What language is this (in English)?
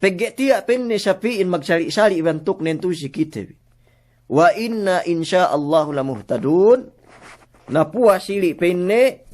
Yakan